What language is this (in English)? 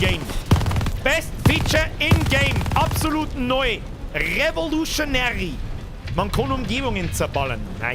Bavarian